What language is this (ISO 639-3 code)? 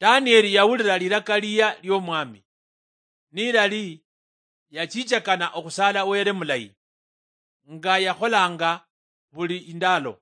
luy